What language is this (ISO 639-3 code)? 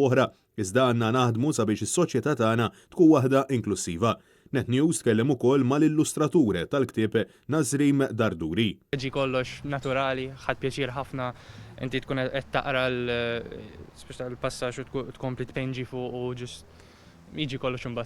mlt